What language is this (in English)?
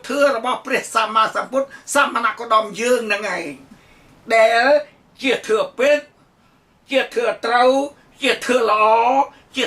Khmer